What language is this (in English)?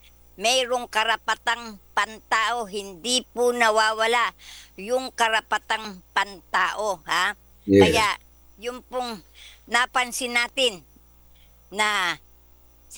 Filipino